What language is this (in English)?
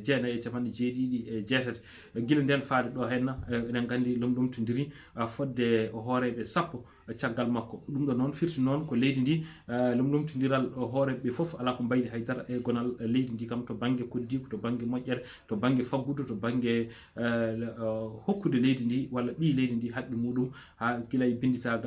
Fula